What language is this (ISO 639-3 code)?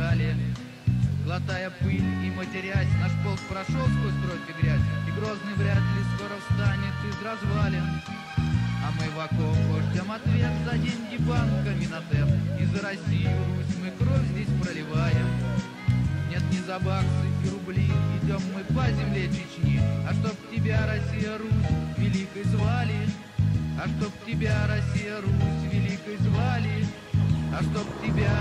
rus